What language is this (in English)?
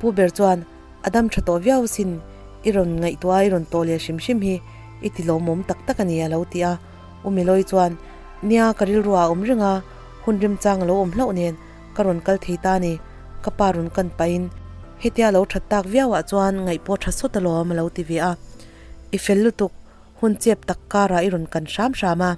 Mizo